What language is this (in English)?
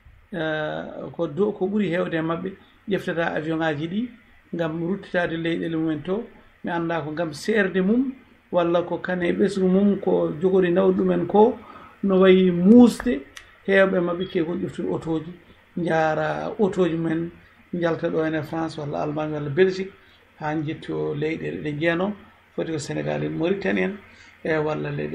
Fula